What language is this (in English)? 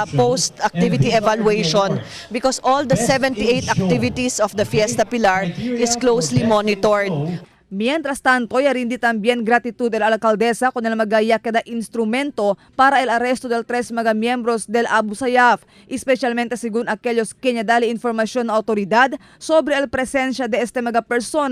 Chavacano